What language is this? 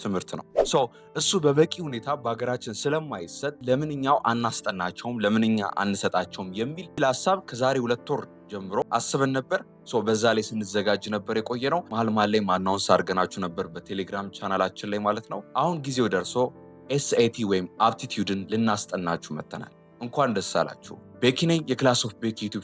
Amharic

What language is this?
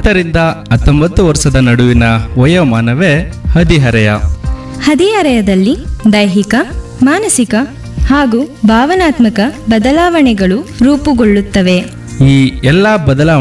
Kannada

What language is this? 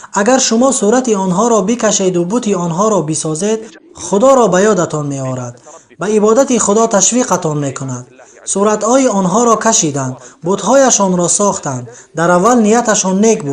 Tajik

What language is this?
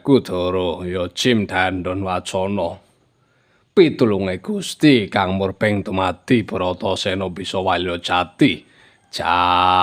Javanese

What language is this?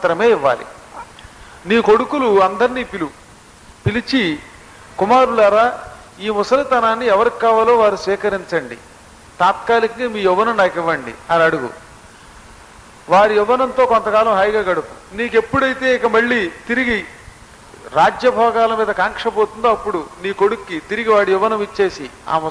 Telugu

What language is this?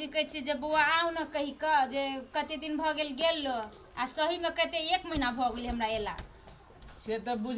Maithili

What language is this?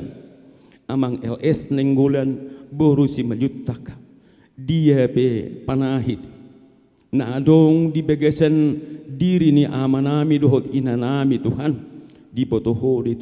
Batak Toba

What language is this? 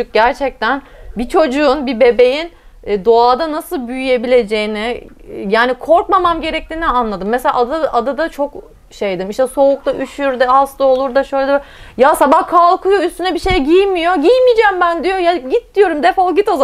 Turkish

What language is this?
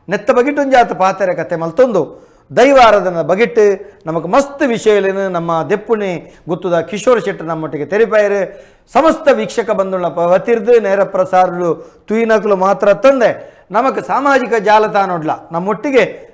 Tulu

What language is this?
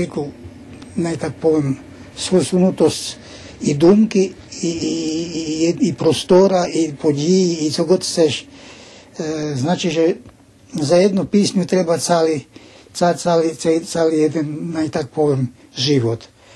Rusyn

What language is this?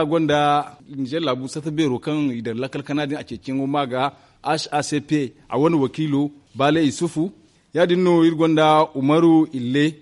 Zarma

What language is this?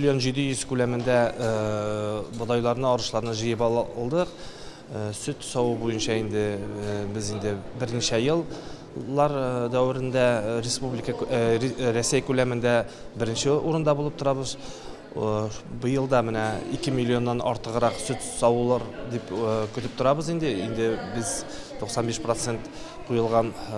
Tatar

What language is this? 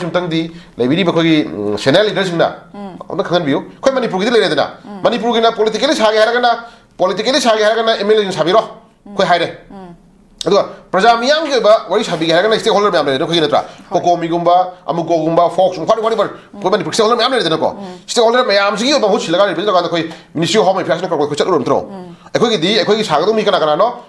Manipuri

